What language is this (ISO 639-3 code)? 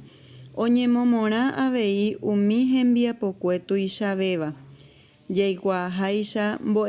grn